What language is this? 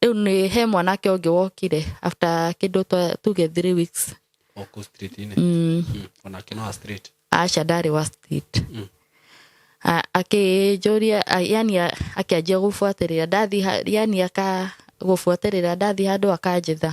Kikuyu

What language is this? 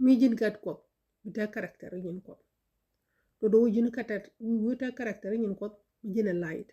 Nuer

